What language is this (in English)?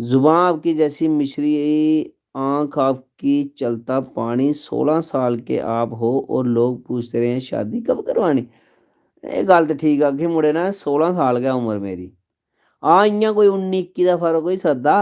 Dogri